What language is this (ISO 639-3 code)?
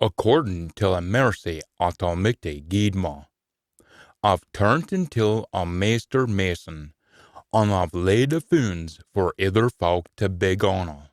sco